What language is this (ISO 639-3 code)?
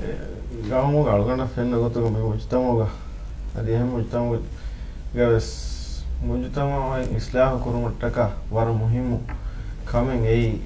div